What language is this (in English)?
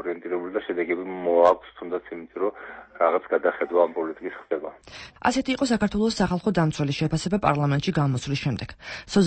Georgian